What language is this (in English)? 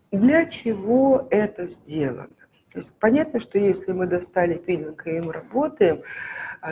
Russian